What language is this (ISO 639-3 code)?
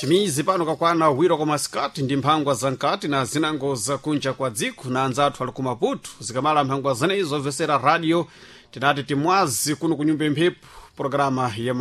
seh